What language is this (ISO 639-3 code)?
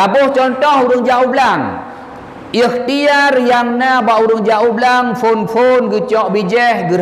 ace